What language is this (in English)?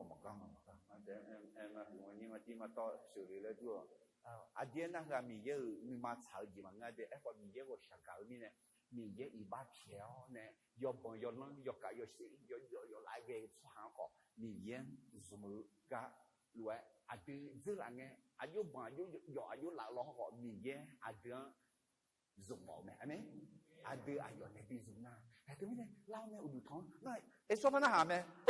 Akha